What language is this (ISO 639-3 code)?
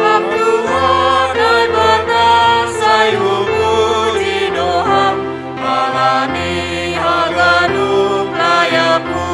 bts